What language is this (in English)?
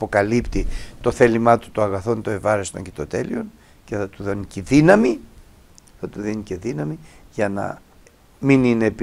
Greek